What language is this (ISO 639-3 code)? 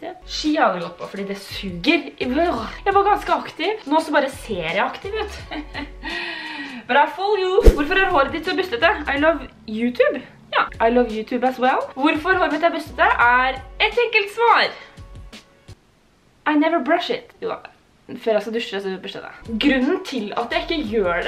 nor